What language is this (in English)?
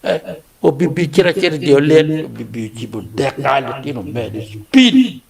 Acoli